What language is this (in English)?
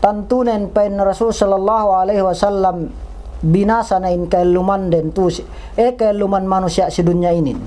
Yakan